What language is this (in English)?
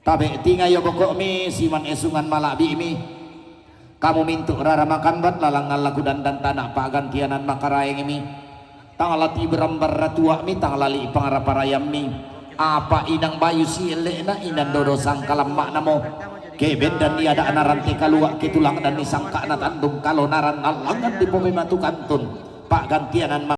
Toraja-Sa'dan